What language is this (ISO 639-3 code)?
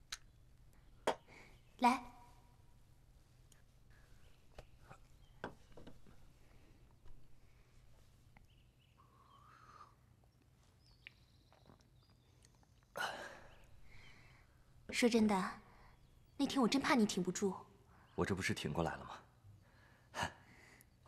zho